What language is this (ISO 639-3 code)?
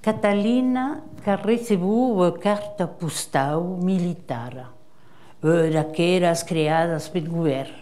oci